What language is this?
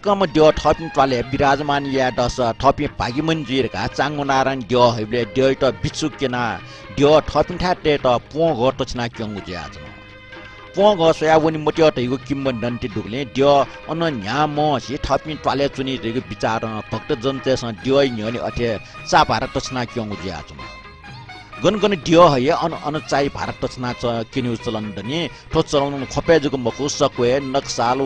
Newari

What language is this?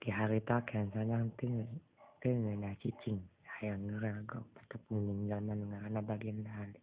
Sundanese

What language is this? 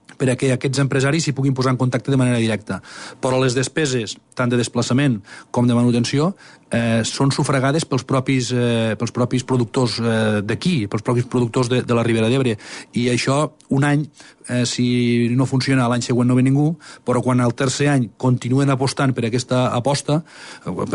Catalan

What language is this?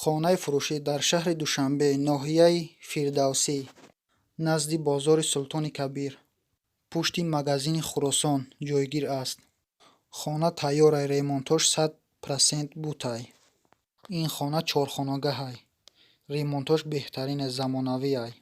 Tajik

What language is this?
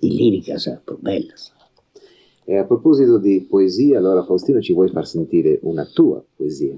Sardinian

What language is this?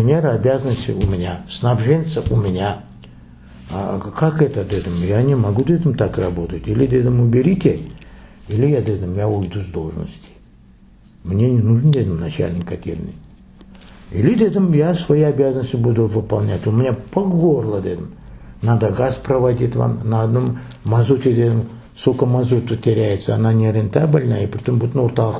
Crimean Tatar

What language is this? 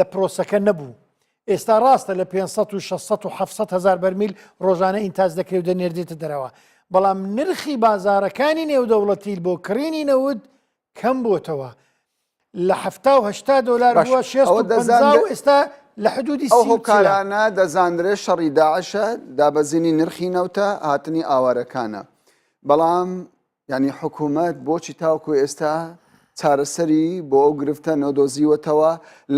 Central Kurdish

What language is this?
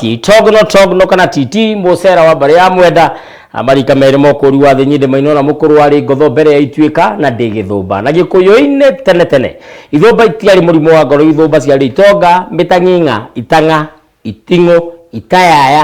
Kikuyu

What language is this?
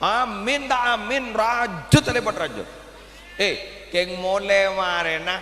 Madurese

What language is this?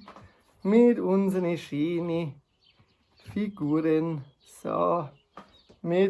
Bavarian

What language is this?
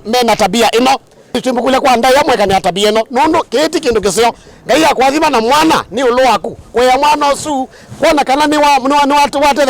Kamba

